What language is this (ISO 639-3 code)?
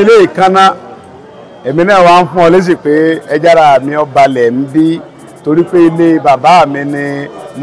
yor